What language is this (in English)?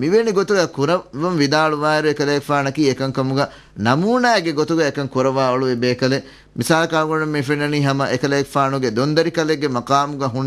Divehi